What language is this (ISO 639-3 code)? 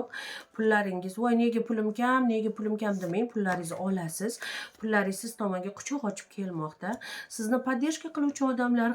uzb